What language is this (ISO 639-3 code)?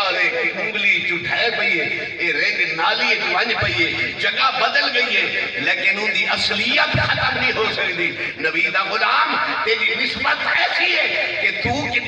skr